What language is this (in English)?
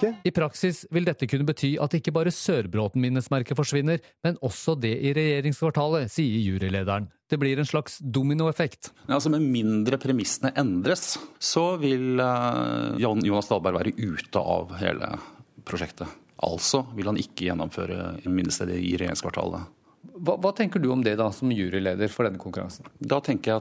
Norwegian